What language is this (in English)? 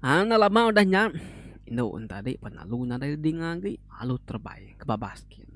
Iban